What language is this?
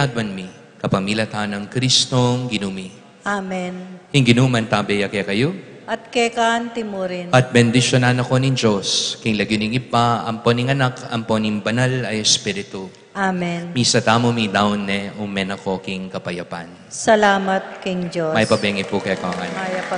Pampanga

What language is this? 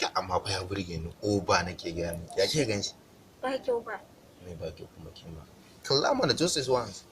Hausa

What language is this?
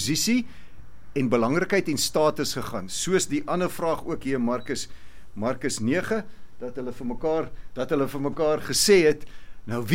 Afrikaans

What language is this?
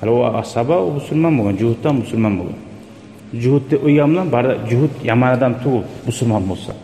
Kumyk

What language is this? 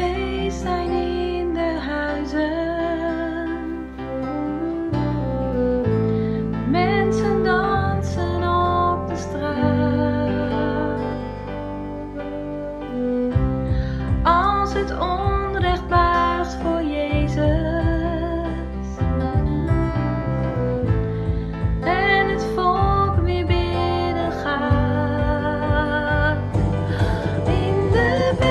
Dutch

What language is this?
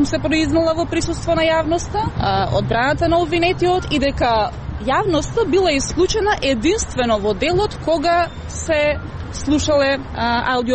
Macedonian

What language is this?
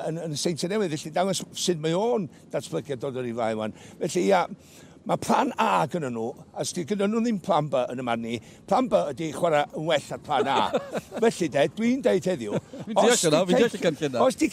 Welsh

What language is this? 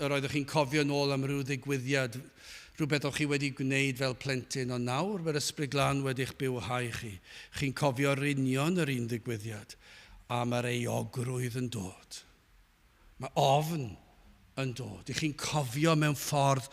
Welsh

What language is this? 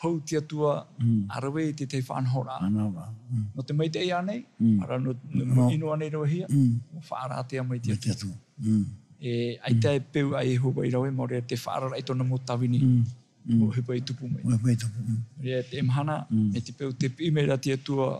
Tahitian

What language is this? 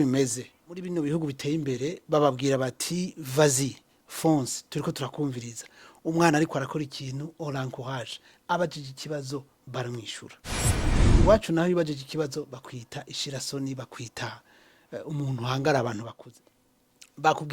Rundi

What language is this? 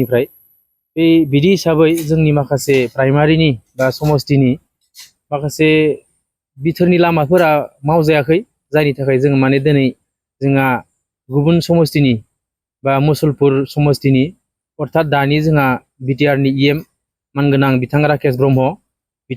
Bodo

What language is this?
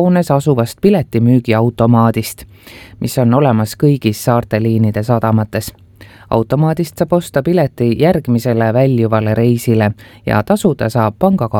Estonian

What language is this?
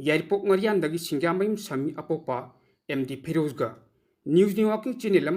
Manipuri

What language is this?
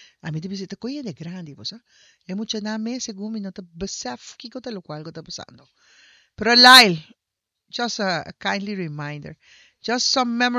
Papiamento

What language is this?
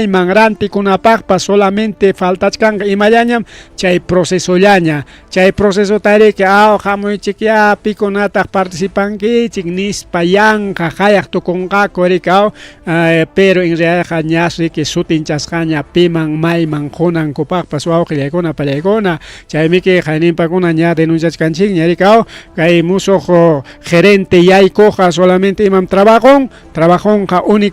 Ayacucho Quechua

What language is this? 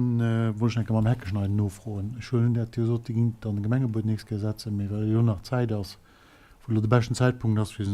Luxembourgish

